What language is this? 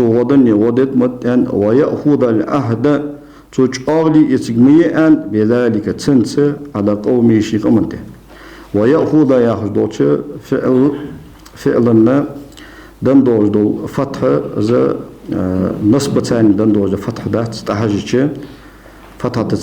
Ingush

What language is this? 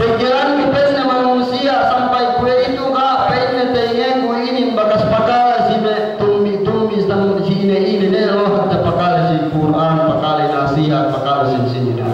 Yakan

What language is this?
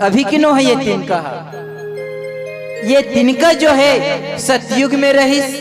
Chhattisgarhi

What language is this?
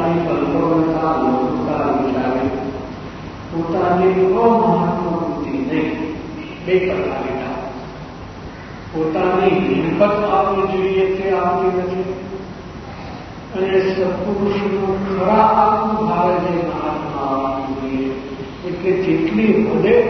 Gujarati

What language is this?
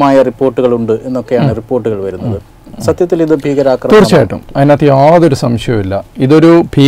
Malayalam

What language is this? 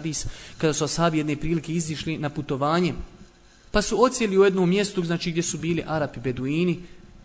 Bosnian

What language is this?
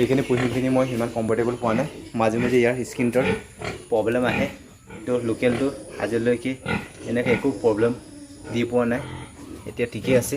Assamese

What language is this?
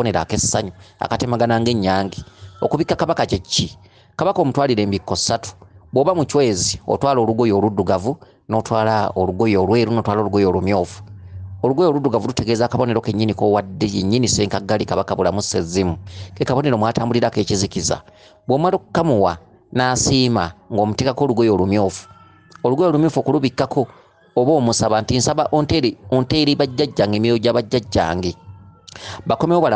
Ganda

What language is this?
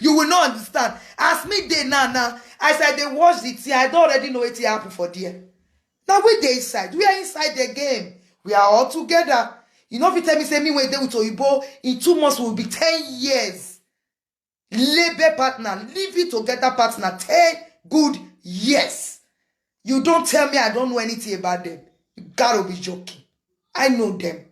Nigerian Pidgin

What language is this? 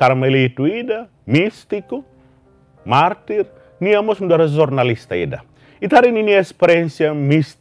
Tetum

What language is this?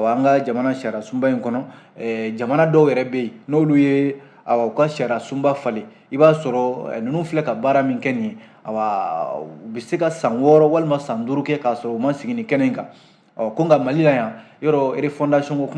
Bambara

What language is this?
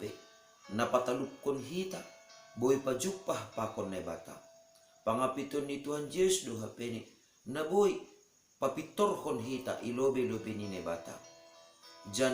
Batak Simalungun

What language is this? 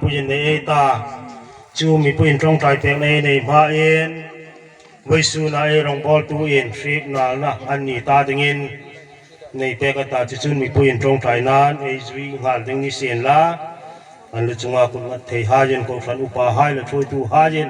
Hmar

